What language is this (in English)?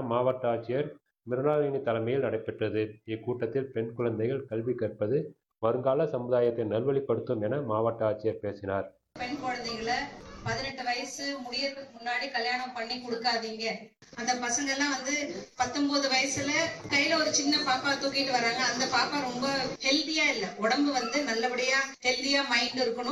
Tamil